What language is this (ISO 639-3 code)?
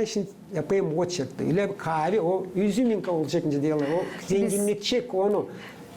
gag